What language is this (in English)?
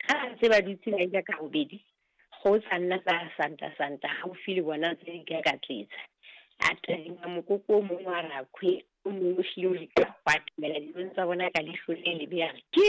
Southern Sotho